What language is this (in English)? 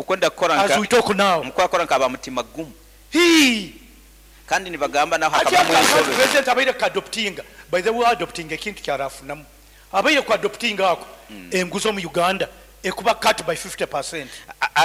Nyankole